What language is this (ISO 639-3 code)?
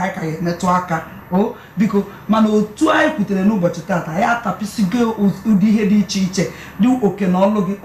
ibo